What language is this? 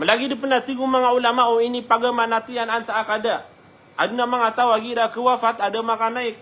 Maranao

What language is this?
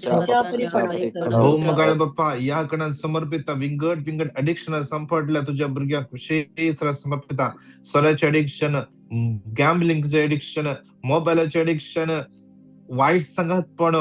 Konkani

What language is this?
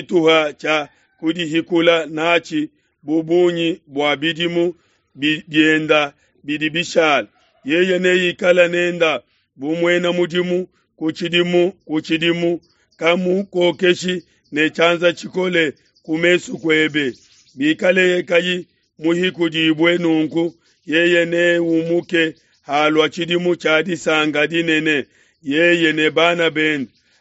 Luba-Lulua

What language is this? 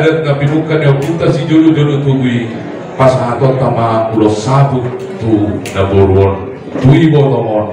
Batak Toba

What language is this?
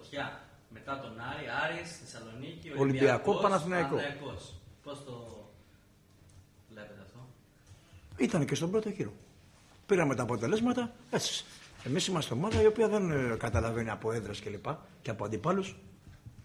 Greek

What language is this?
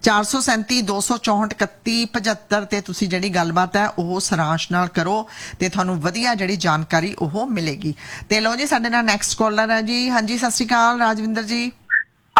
Punjabi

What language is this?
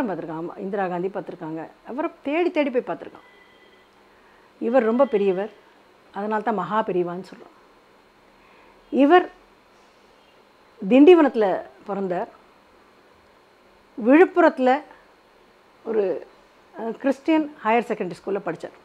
Tamil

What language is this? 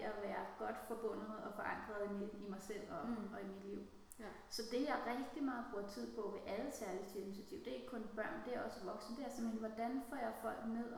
Danish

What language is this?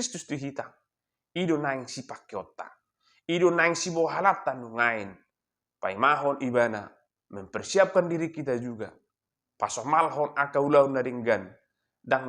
Batak Toba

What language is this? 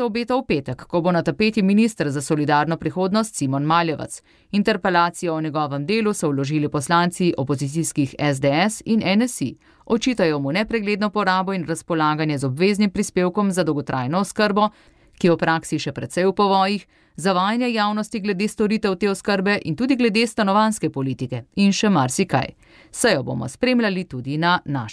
Slovenian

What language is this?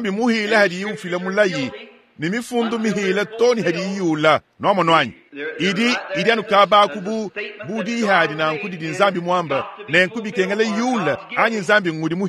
Luba-Lulua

